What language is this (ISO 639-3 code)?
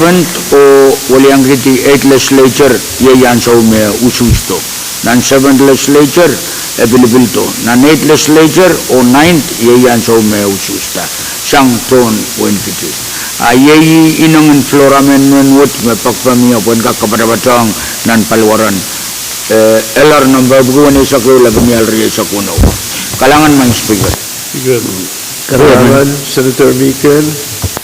pon